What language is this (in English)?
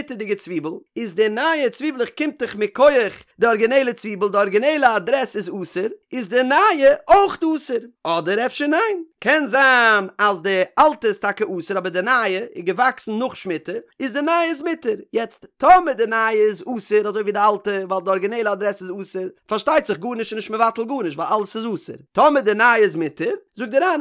Yiddish